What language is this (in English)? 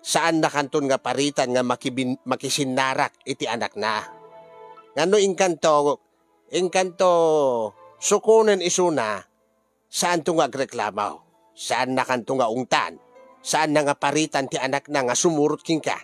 Iloko